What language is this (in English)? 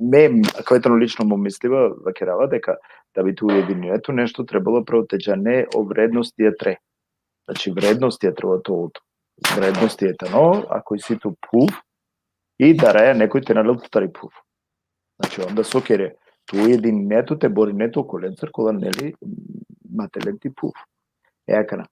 Balkan Romani